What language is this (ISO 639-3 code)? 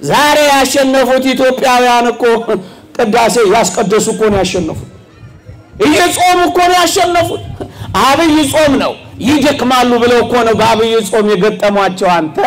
amh